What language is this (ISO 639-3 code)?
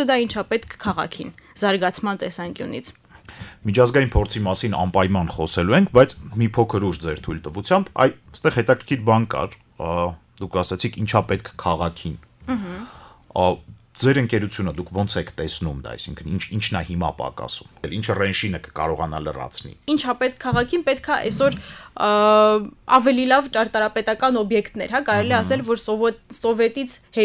hye